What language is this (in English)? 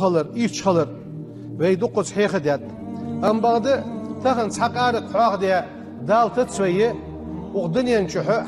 Ingush